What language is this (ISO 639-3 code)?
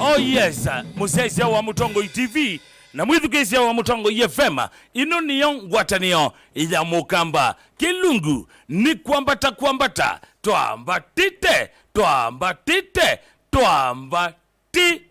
kam